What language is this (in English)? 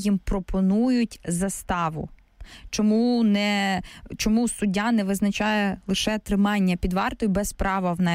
Ukrainian